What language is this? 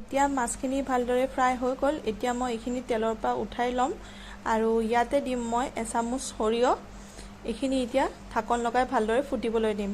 Assamese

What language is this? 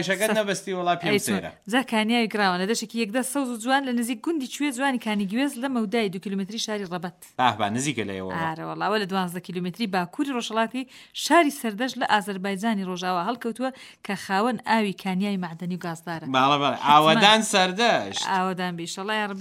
Central Kurdish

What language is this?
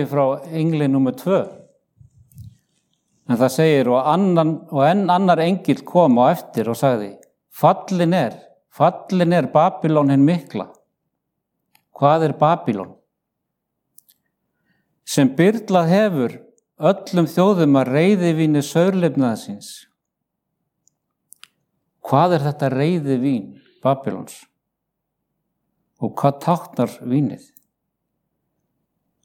Icelandic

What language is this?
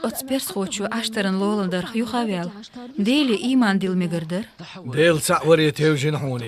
Chechen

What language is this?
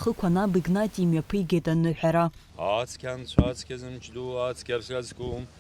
Abkhazian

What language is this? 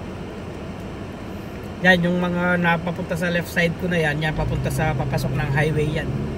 Filipino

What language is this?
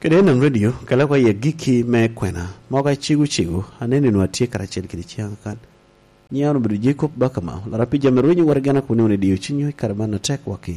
Lango (Uganda)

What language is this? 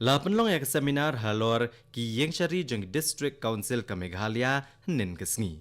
Khasi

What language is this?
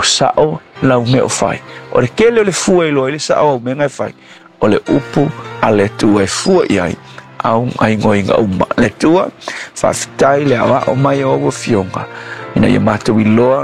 Samoan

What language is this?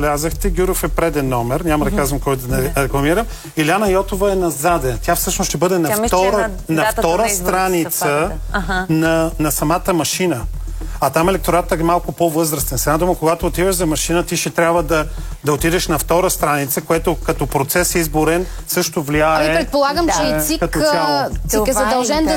Bulgarian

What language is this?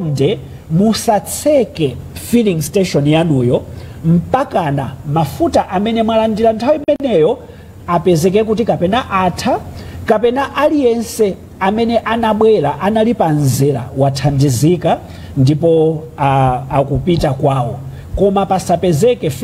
Nyanja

